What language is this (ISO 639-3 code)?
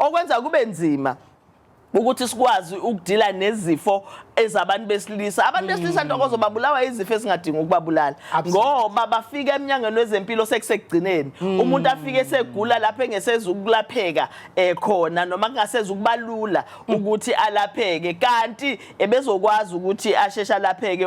zul